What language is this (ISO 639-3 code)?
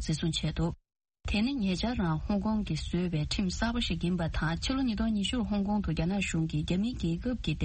bod